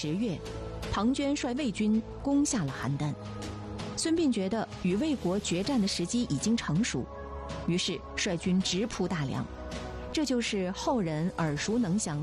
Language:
Chinese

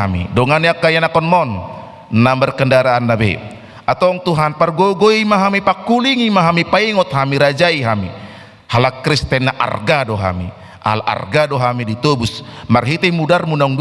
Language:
Batak Toba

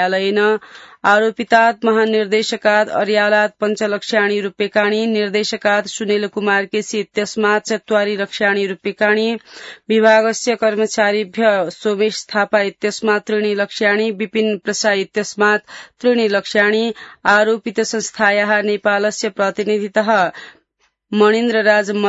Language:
Sanskrit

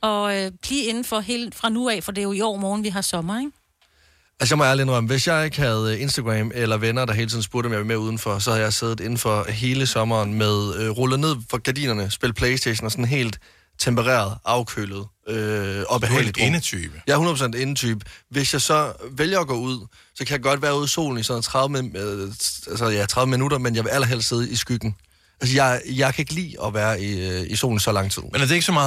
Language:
Danish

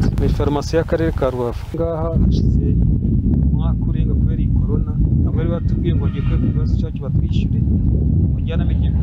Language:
Kinyarwanda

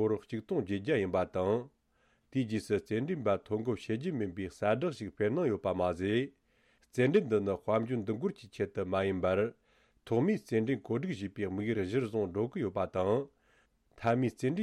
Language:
Tibetan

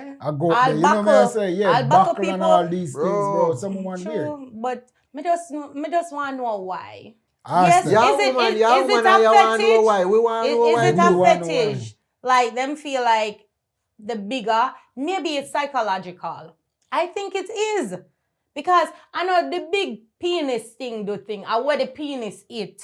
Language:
Jamaican Creole English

